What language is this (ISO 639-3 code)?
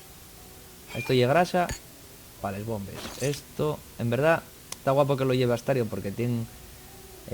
ast